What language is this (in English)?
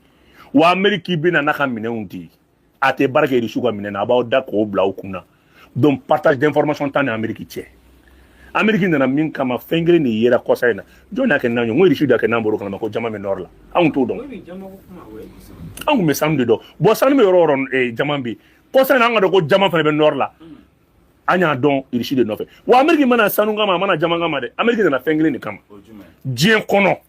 Bambara